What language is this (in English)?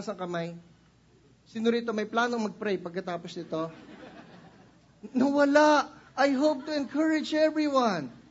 Filipino